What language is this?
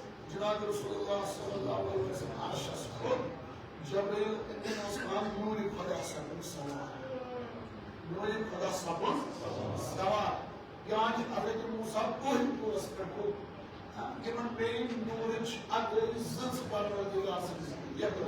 Kashmiri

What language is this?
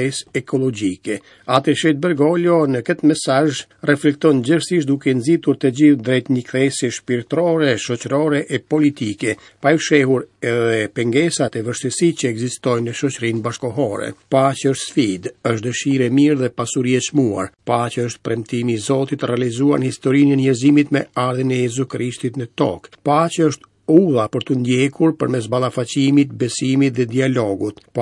Albanian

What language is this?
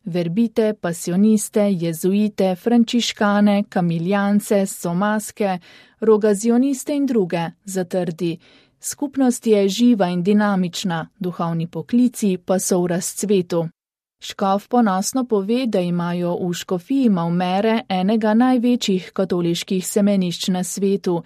Slovenian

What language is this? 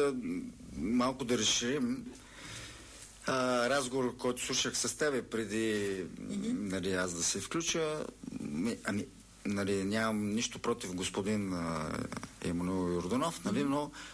Bulgarian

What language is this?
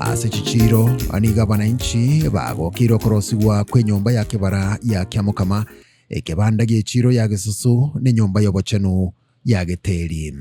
Gusii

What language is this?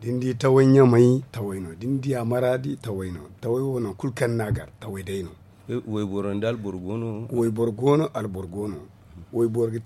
Zarma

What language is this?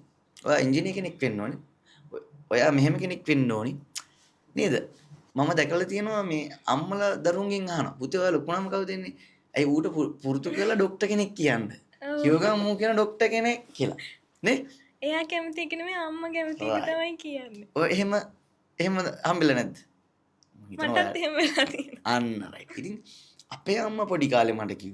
Sinhala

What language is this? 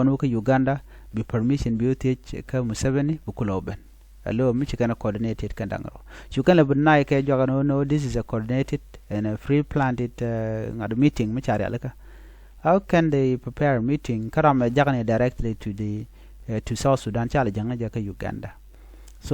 Nuer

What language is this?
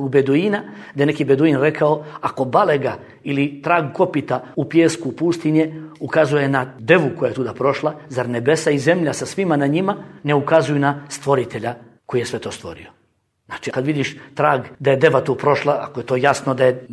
Bosnian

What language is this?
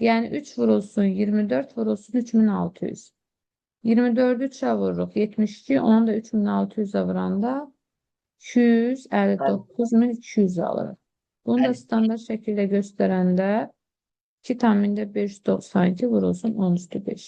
Azerbaijani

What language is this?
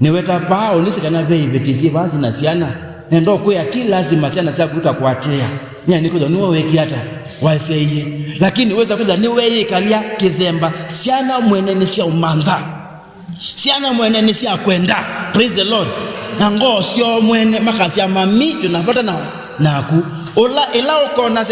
Kamba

